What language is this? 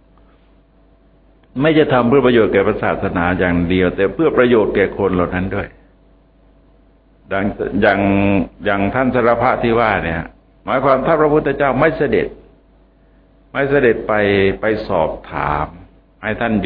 Thai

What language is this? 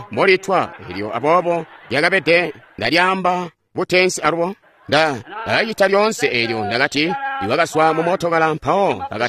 Tonga (Zambia)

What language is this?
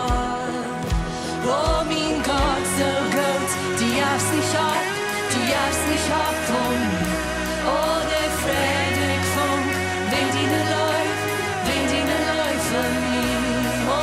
Plautdietsch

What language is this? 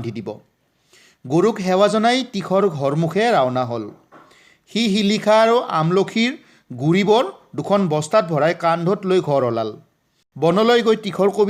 Assamese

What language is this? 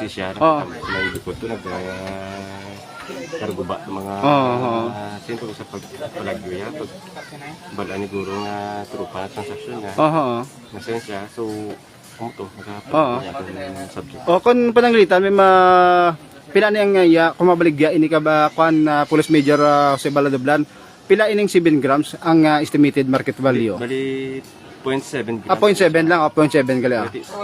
Hiligaynon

